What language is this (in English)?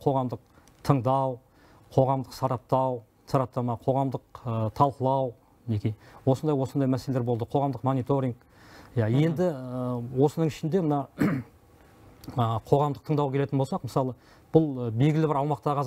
Kazakh